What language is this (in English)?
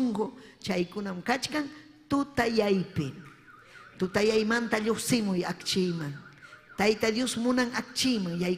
Ayacucho Quechua